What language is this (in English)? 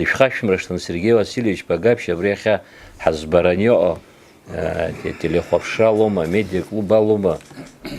Abkhazian